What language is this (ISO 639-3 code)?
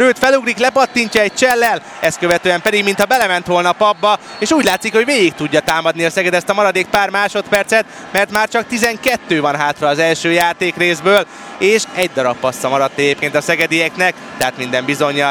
hun